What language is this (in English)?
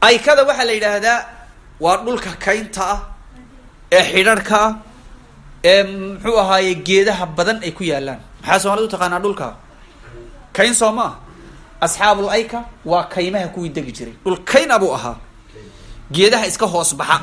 Somali